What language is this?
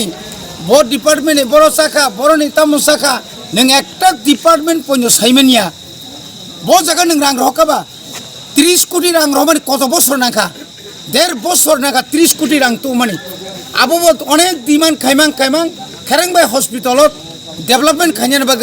Kok Borok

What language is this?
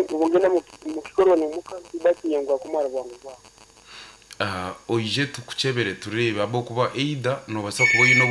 Nyankole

